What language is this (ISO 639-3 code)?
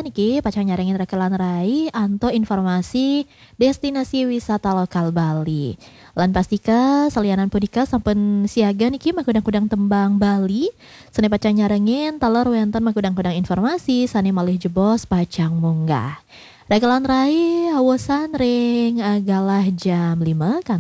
ban